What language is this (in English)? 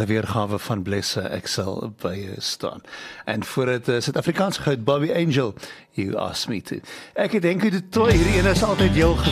Afrikaans